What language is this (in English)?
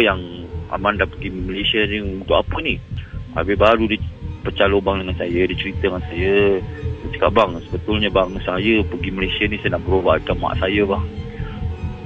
Malay